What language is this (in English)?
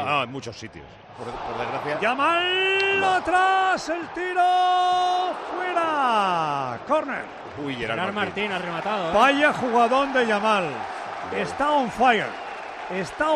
Spanish